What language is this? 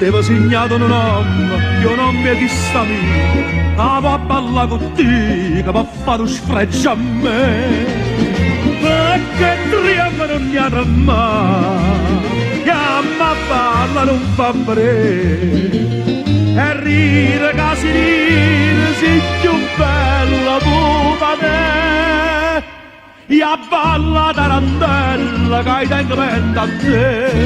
Neapolitan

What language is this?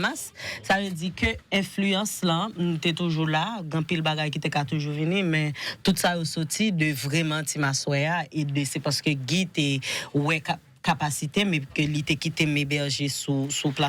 Haitian Creole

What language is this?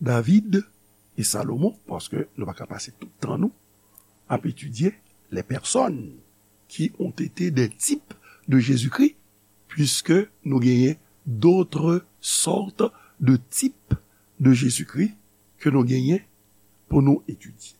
Haitian Creole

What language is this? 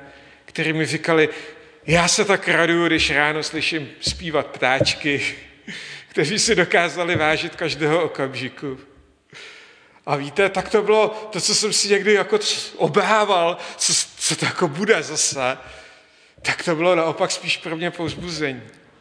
Czech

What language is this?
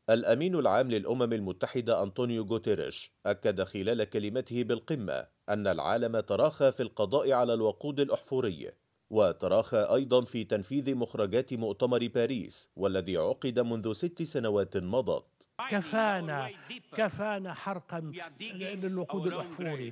Arabic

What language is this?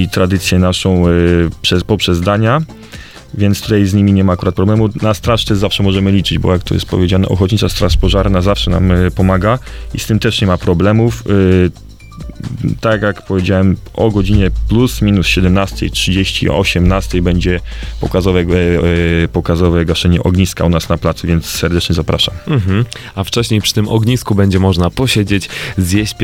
Polish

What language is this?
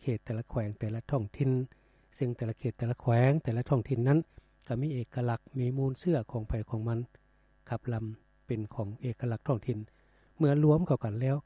Lao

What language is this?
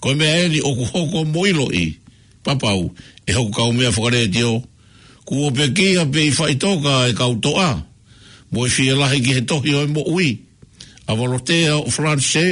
Tongan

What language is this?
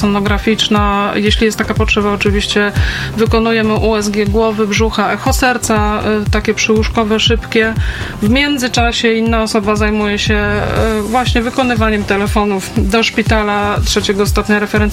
Polish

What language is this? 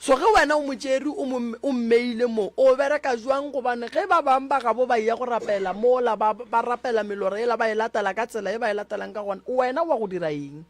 Northern Sotho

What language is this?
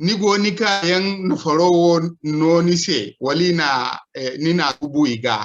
Zarma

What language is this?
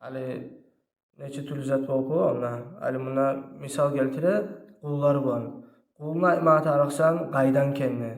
Kumyk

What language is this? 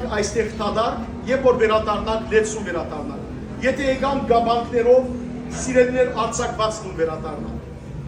Western Armenian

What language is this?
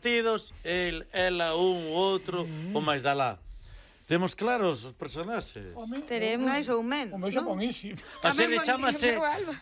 Galician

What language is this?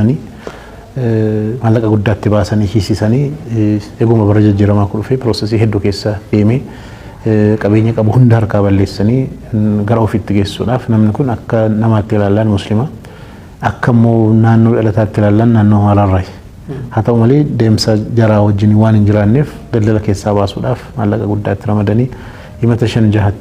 Oromo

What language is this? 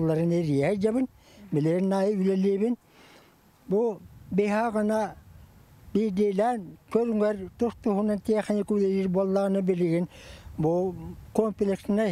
Yakut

